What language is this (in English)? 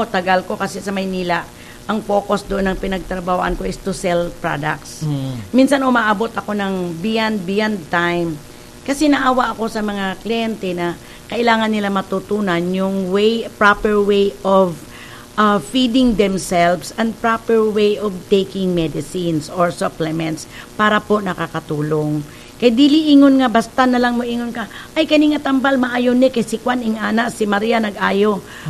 Cebuano